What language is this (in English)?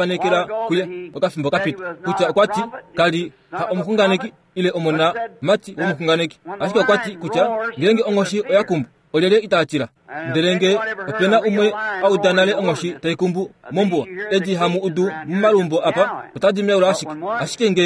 Kuanyama